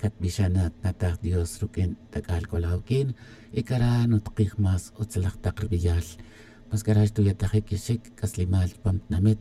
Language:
Tz'utujil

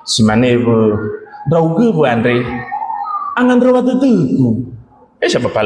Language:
Nias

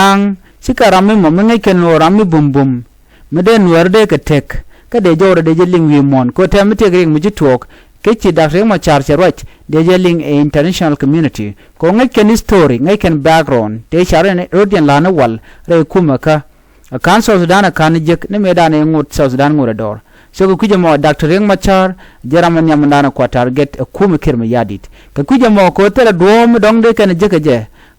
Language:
Nuer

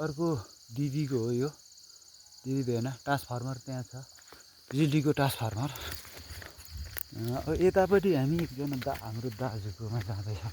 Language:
Nepali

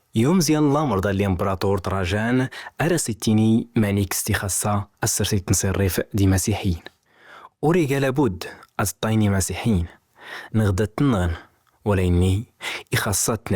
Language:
Kabyle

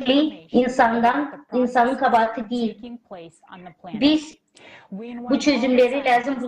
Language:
Gagauz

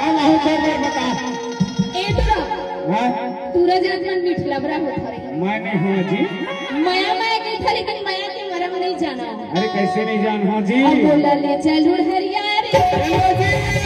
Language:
Chhattisgarhi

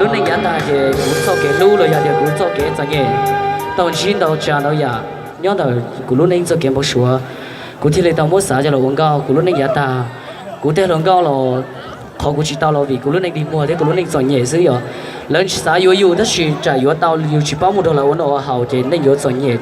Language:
Hmong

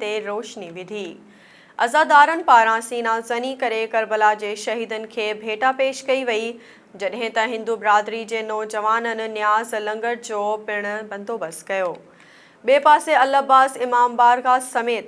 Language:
Sindhi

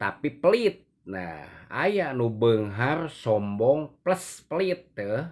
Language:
Sundanese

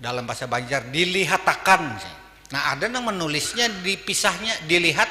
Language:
Banjar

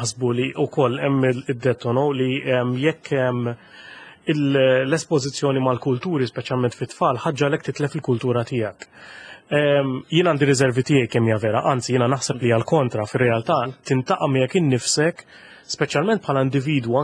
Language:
Maltese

